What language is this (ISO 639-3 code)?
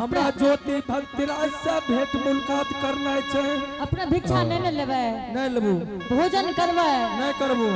anp